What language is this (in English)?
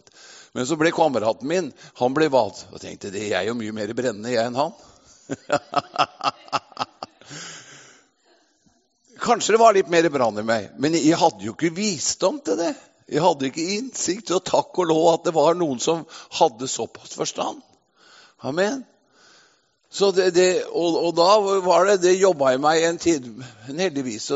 Norwegian